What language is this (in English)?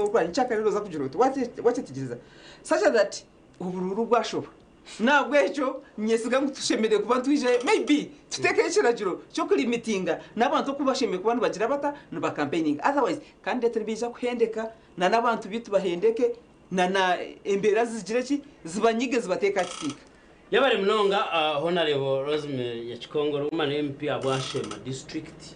Nyankole